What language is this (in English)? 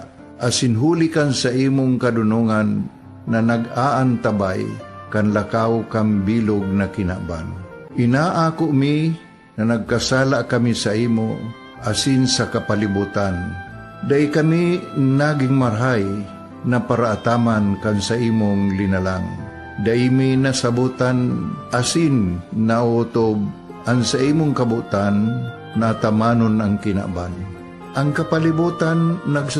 Bikol